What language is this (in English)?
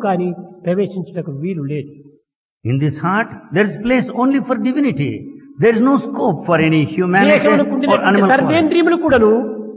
Telugu